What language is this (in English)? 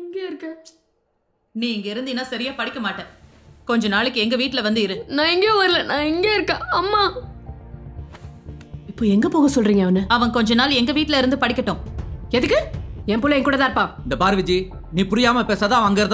Tamil